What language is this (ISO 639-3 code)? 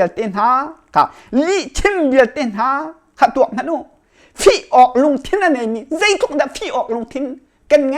cnh